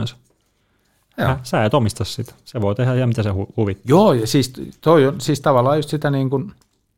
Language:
Finnish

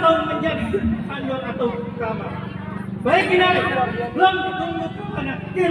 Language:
Betawi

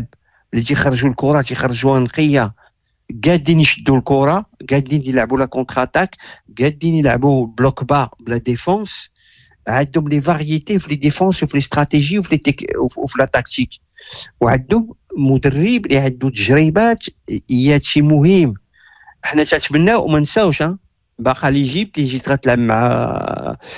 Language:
Moroccan Arabic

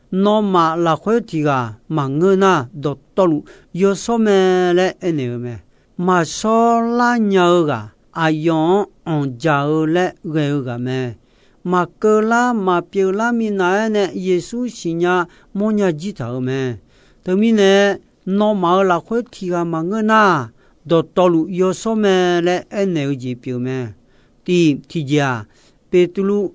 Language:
Akha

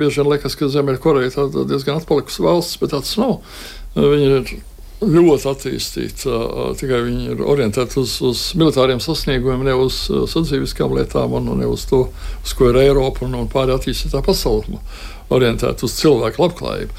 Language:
Latvian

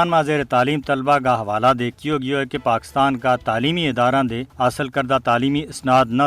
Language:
Gujari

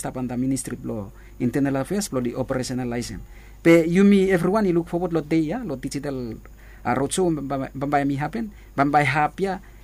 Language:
Bislama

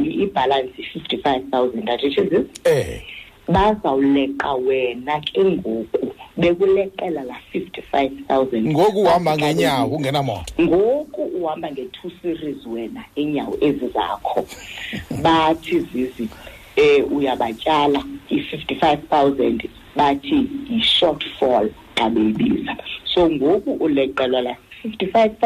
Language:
Xhosa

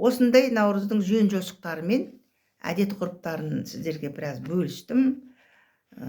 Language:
Kazakh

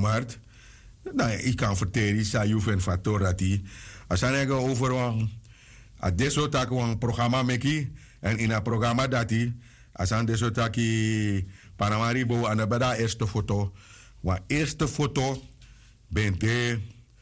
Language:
Sranan Tongo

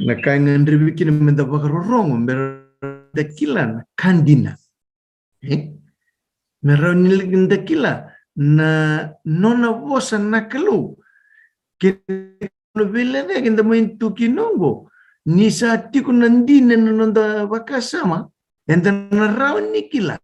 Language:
Fijian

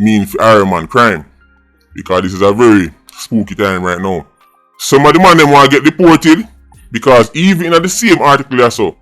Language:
Jamaican Creole English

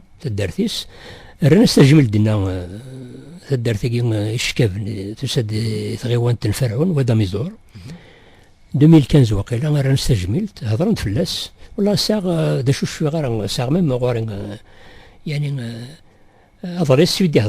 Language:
Kabyle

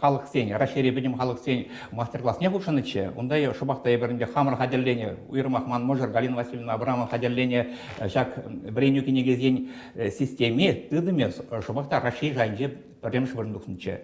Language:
Chuvash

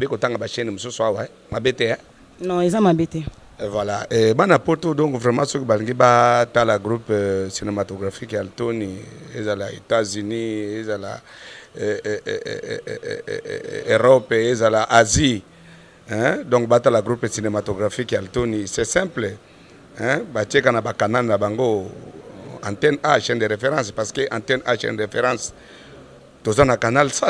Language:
Lingala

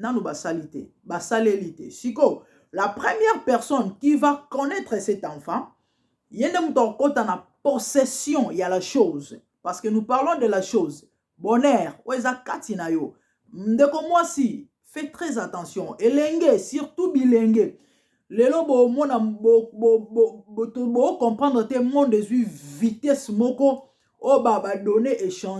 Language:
Lingala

